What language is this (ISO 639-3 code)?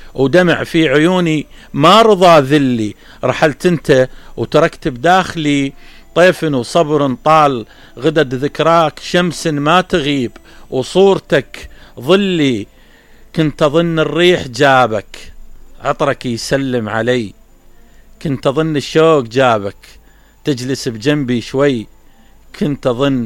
acm